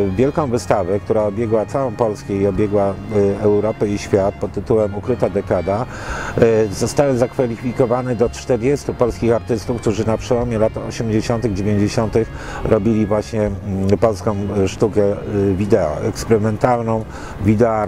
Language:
Polish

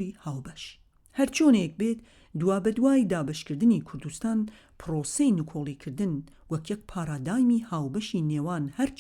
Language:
Central Kurdish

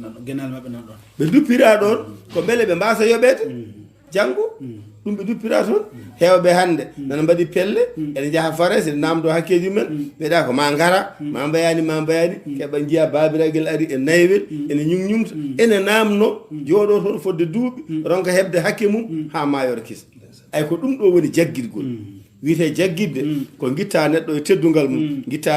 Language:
Fula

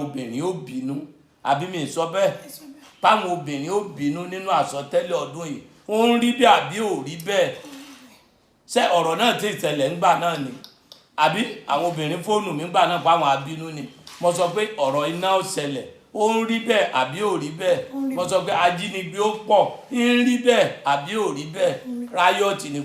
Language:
Yoruba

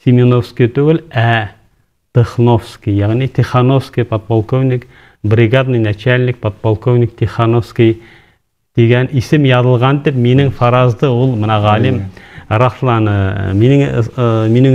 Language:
Bashkir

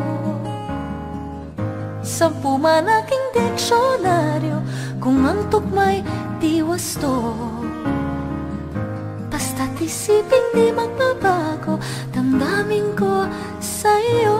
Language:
Filipino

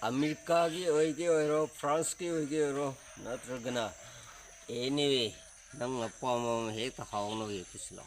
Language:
Manipuri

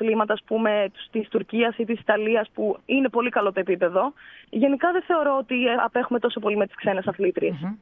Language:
Greek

